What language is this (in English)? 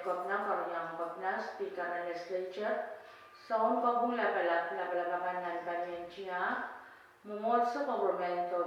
Pohnpeian